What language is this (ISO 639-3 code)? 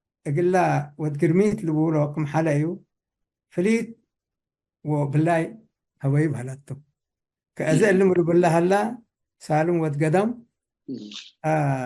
tig